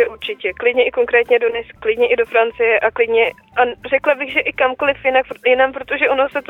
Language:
Czech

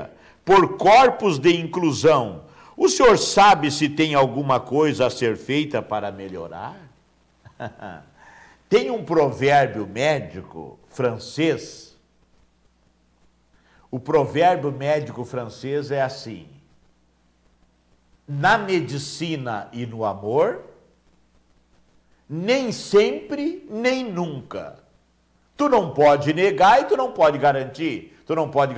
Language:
Portuguese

